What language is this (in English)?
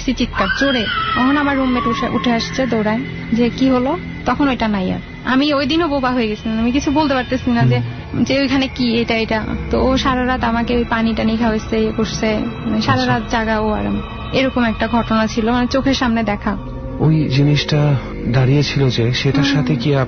Bangla